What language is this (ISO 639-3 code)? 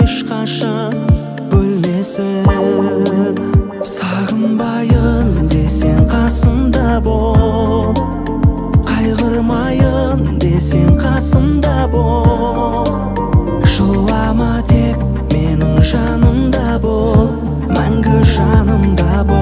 kaz